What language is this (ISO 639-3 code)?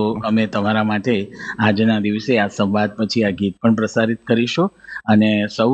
guj